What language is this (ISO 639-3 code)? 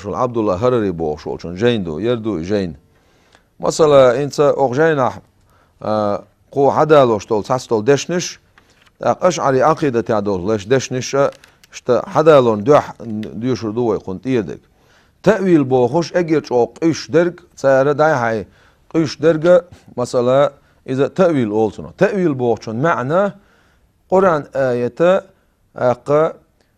che